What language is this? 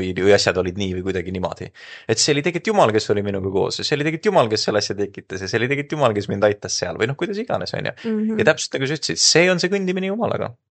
Estonian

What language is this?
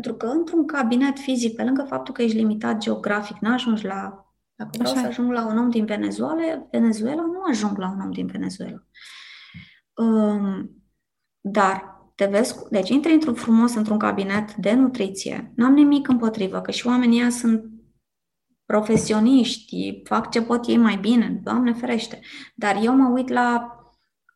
Romanian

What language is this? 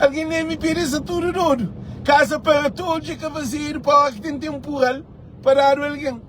Kabuverdianu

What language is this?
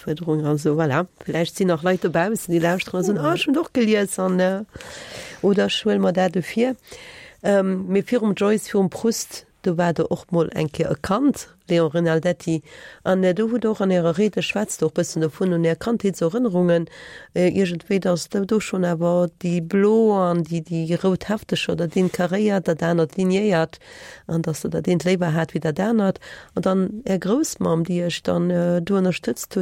Luxembourgish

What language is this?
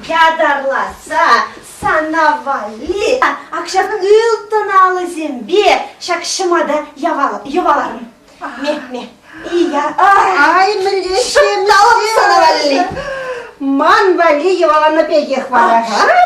Chuvash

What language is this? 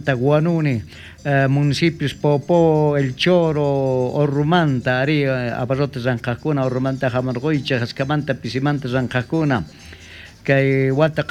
South Bolivian Quechua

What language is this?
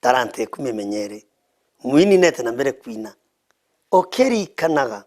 Meru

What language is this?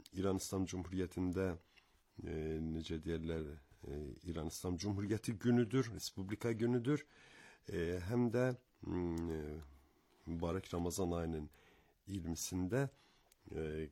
Azerbaijani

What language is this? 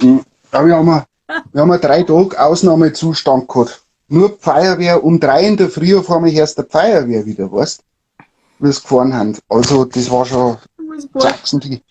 Bavarian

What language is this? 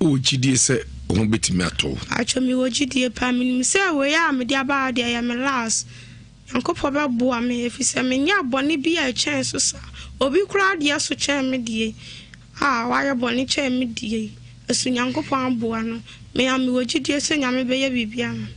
Akan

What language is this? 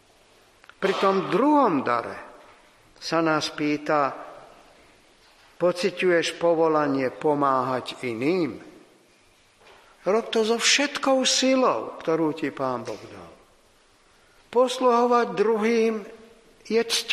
Slovak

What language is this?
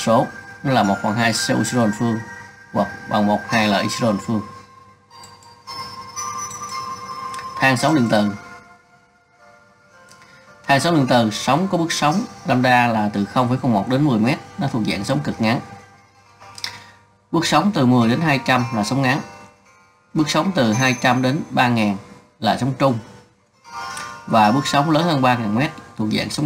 Vietnamese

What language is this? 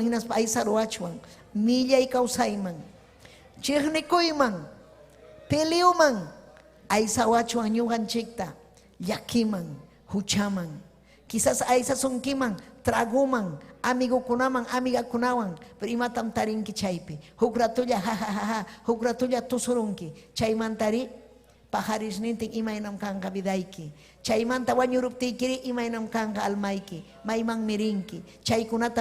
Ayacucho Quechua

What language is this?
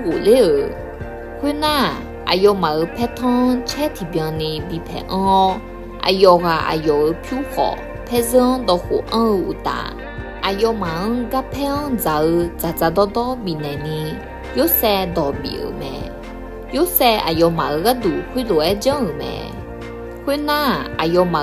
Akha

